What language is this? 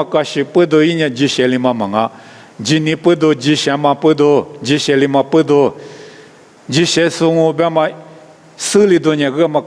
Lisu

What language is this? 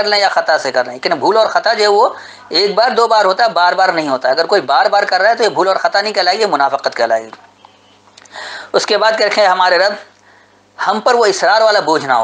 Urdu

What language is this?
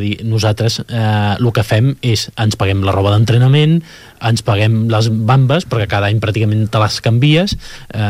Catalan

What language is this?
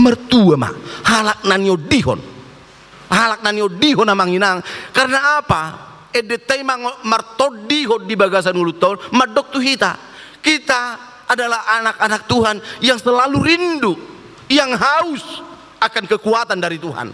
Batak Toba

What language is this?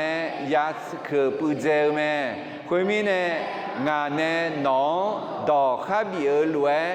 Akha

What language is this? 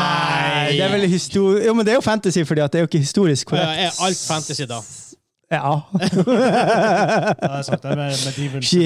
Norwegian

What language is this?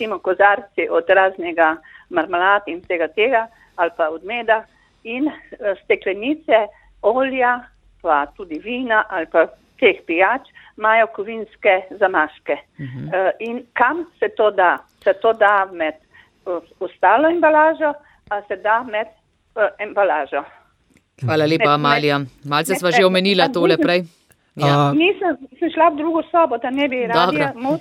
Slovenian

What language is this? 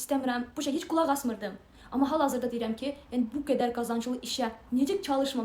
Azerbaijani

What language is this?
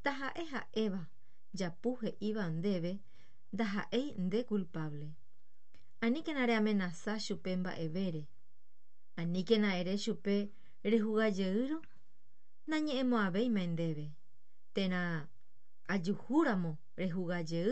Guarani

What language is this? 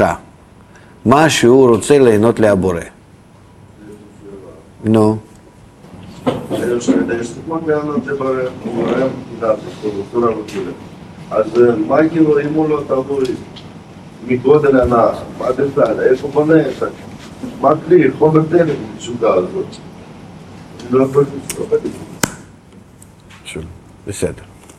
Hebrew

